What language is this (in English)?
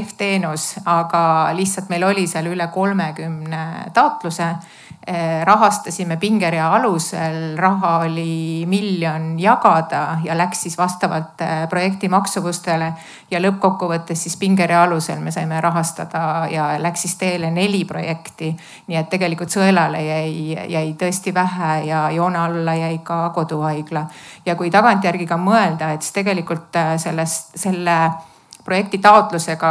Estonian